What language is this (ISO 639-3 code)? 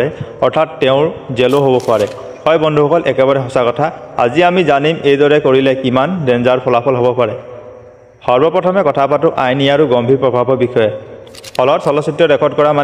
asm